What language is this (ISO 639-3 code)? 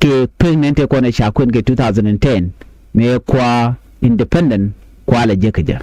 nus